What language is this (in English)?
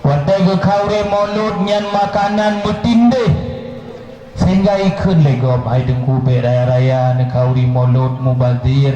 Achinese